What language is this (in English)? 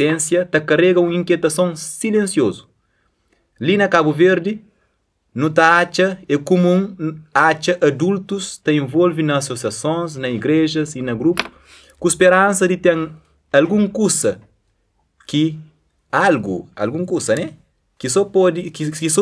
Kabuverdianu